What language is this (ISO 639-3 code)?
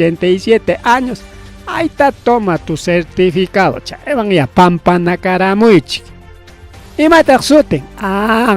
quy